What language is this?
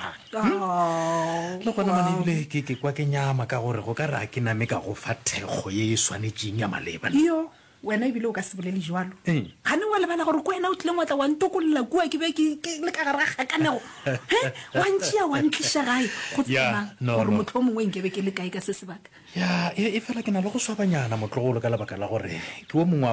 Northern Sotho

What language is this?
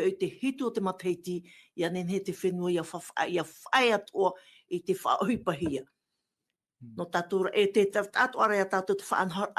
Tahitian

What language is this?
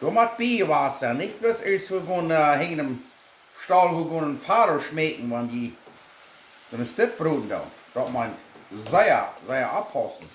Plautdietsch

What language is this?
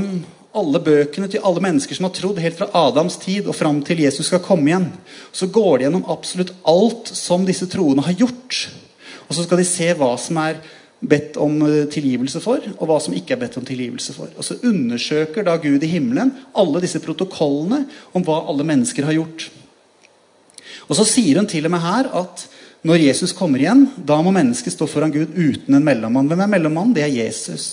Norwegian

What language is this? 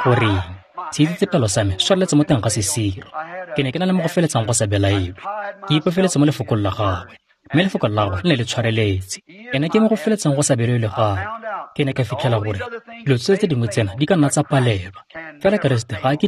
Tswana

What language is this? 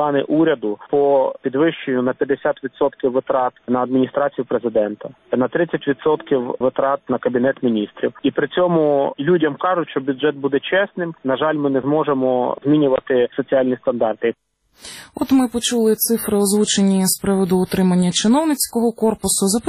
Ukrainian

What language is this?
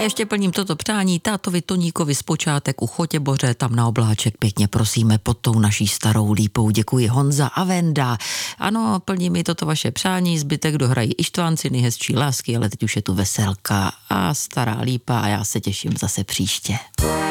Czech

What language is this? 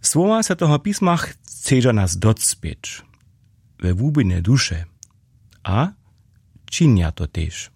Upper Sorbian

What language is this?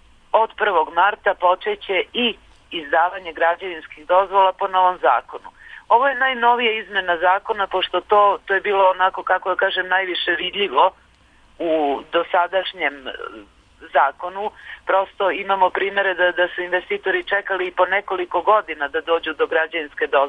Serbian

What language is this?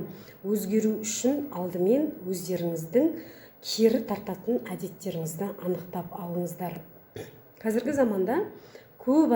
Kazakh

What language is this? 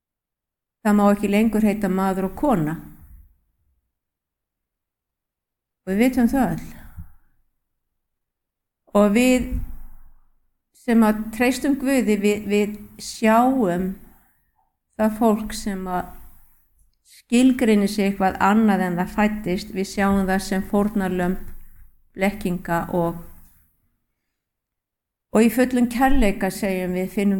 Icelandic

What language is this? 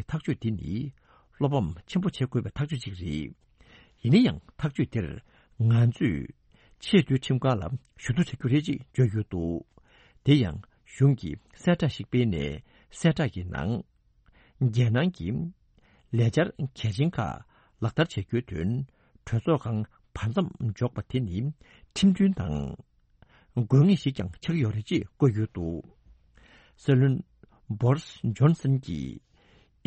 Tibetan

